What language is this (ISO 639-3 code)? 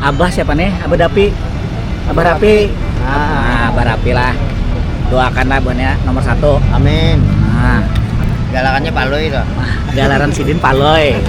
bjn